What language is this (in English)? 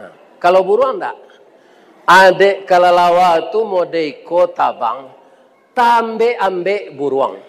Minangkabau